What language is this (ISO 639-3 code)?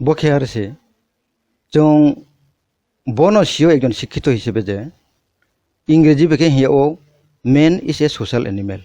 trp